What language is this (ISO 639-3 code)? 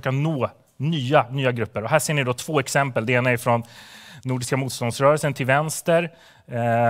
swe